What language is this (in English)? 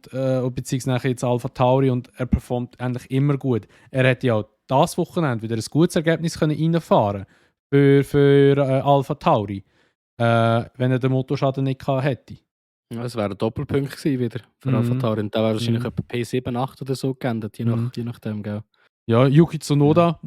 Swiss German